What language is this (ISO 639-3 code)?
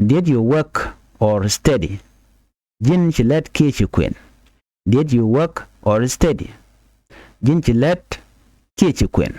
nus